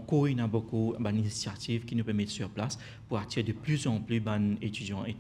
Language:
Morisyen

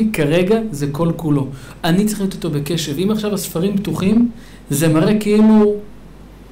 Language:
Hebrew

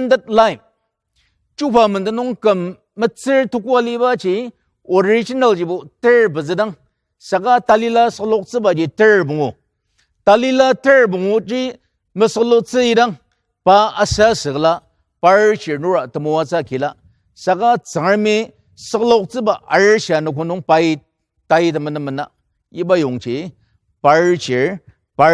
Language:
Ao Naga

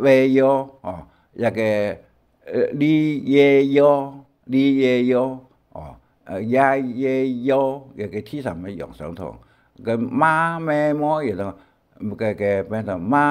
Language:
Hakka Chinese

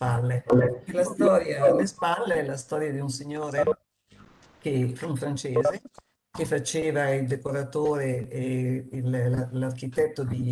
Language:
Italian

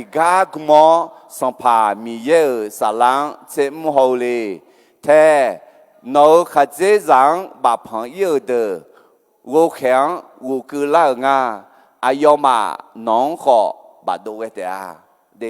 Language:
Akha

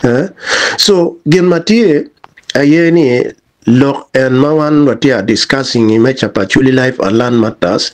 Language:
Acoli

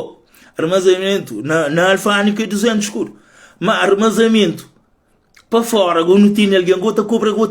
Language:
Kabuverdianu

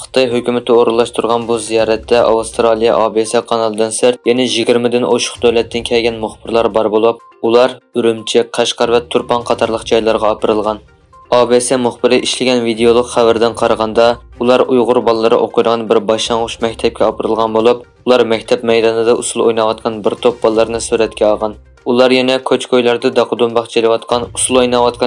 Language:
Uyghur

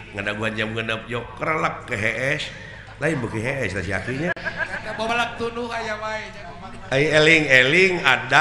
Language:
Sundanese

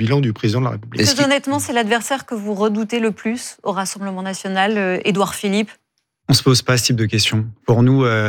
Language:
French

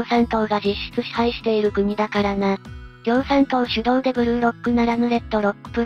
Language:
Japanese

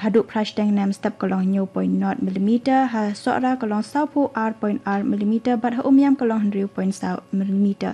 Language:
Khasi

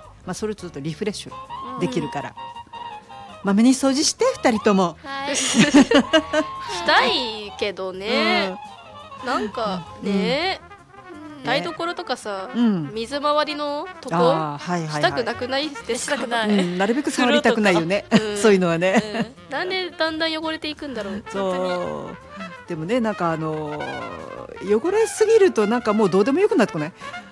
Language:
Japanese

